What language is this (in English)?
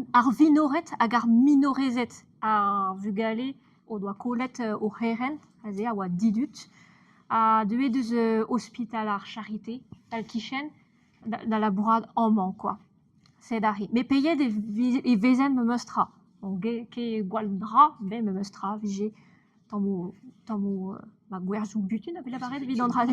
Breton